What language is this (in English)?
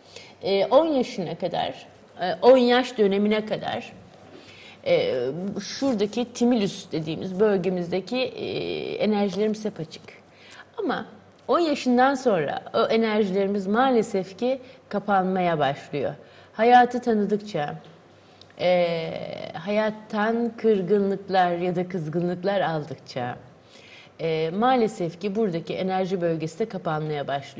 Turkish